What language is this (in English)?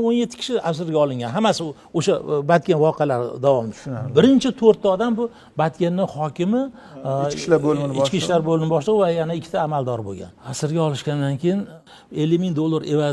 Uzbek